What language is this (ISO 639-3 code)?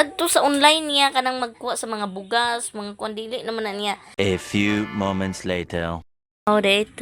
ceb